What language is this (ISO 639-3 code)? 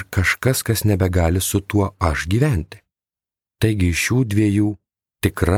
lit